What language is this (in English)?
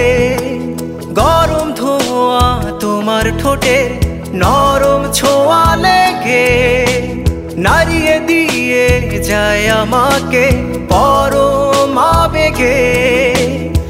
Bangla